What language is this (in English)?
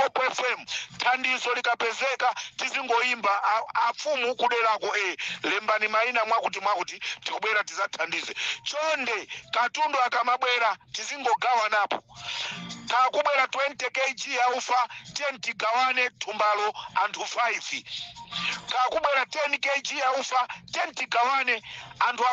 Nyanja